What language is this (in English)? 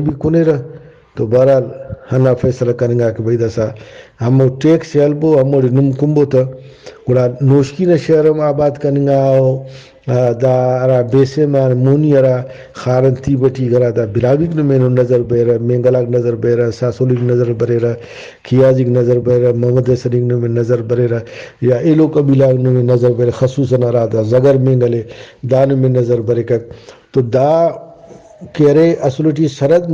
Brahui